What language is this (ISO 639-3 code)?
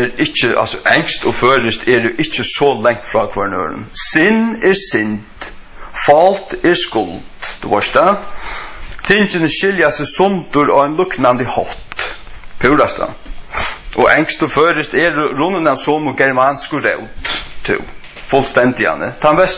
fao